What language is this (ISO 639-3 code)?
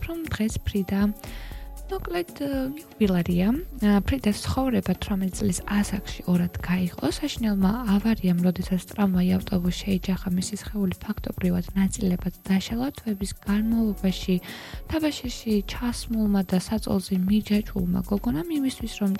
kat